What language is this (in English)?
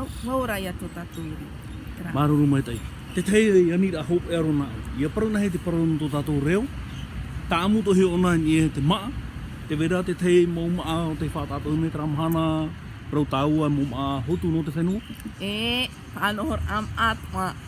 Tahitian